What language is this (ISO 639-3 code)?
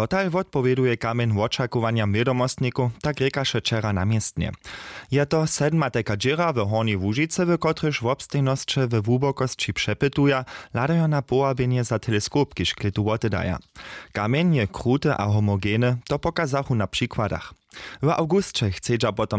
hsb